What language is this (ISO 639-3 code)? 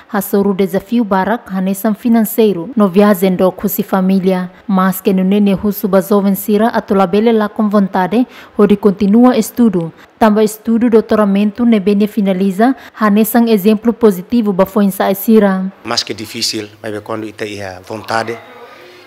tet